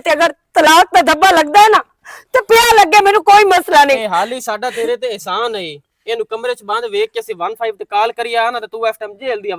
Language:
Western Panjabi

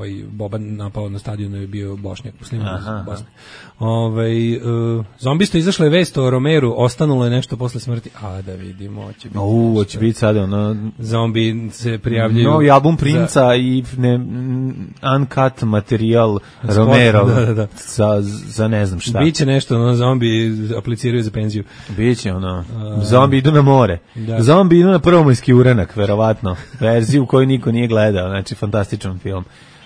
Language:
Serbian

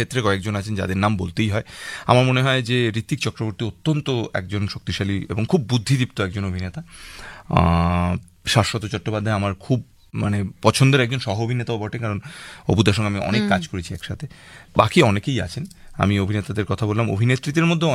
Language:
Bangla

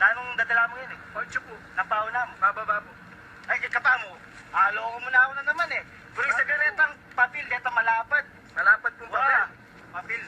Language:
Pampanga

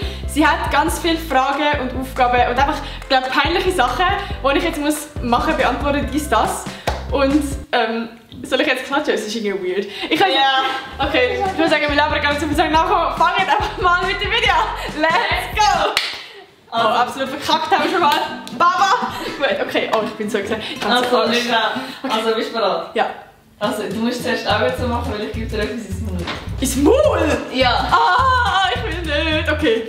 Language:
Swiss German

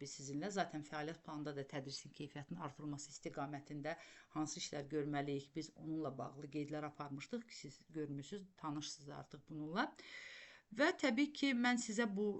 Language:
Azerbaijani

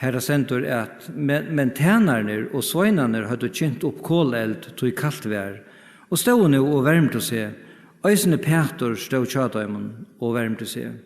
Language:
Faroese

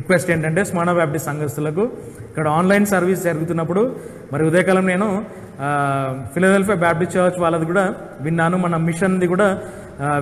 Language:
Telugu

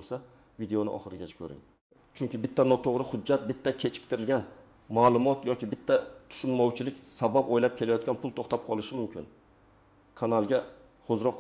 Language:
Uzbek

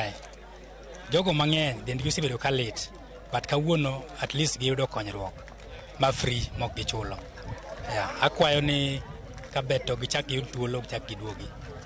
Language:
Luo (Kenya and Tanzania)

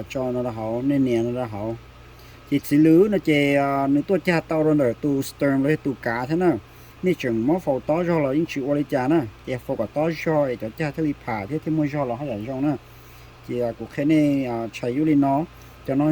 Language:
Hmong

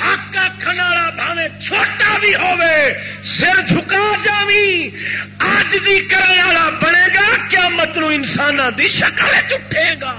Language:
Saraiki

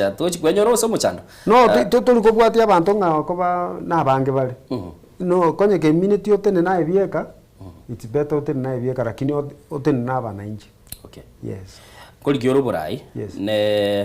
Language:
Gusii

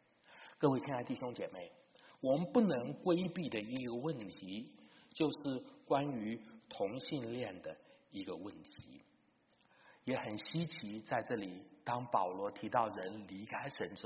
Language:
Chinese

